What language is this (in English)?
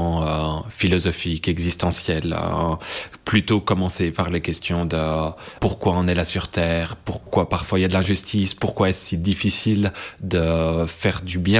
French